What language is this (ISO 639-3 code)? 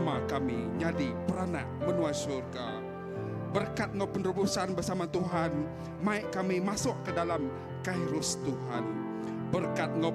iba